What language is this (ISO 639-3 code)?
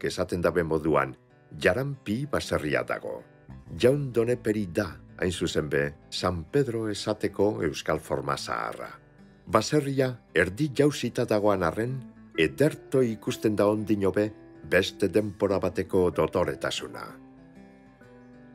eus